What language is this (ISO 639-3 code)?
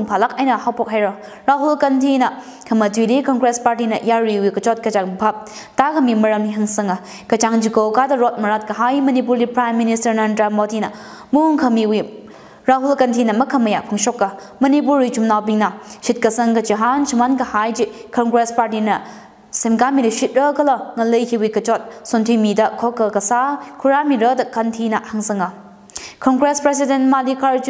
nmf